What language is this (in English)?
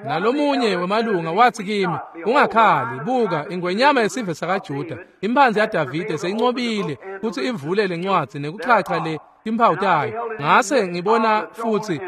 Swati